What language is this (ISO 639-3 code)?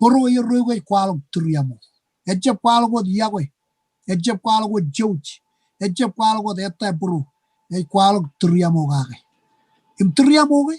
mah